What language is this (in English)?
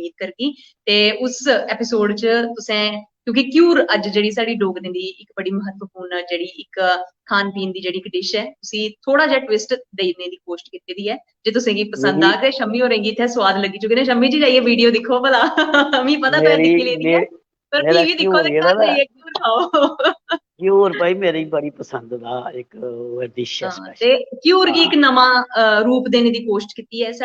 Dogri